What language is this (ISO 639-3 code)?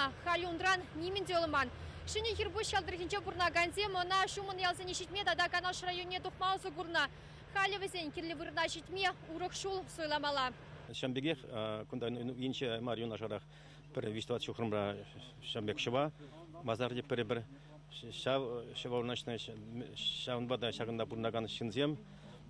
chv